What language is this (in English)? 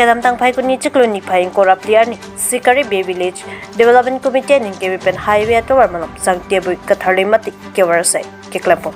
Karbi